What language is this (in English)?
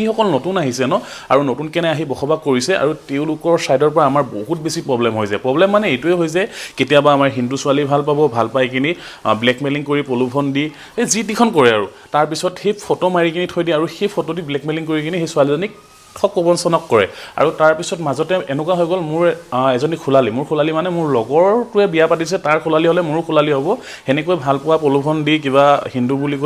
Assamese